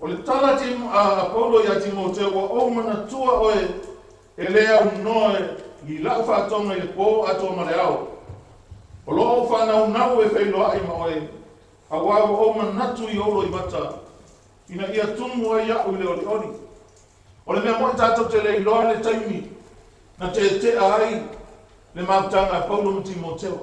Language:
Samoan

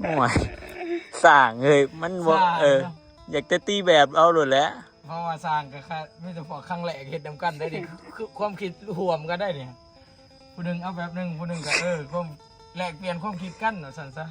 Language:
Northeastern Thai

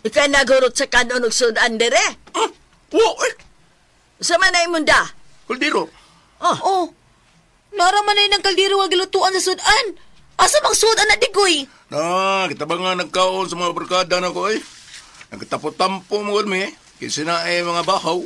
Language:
Cebuano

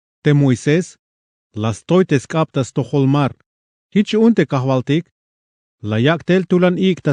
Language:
Tzeltal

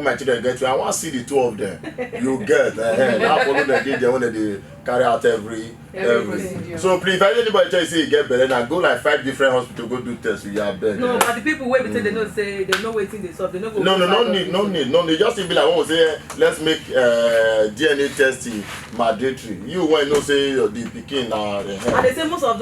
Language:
Nigerian Pidgin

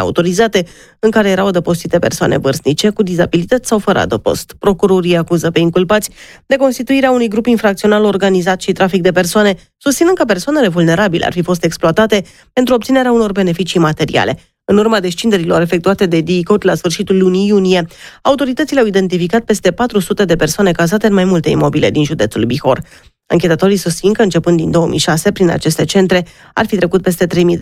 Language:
Romanian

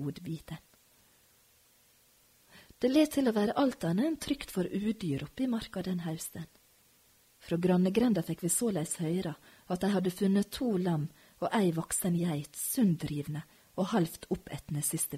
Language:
Norwegian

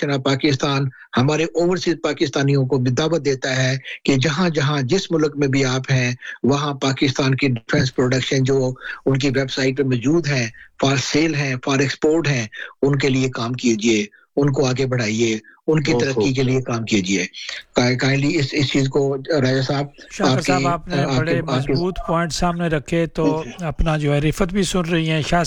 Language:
Urdu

